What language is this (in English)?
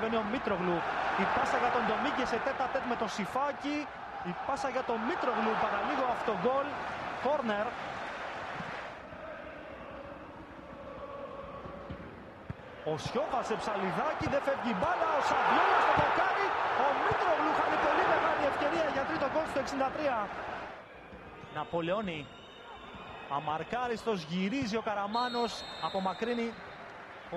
Greek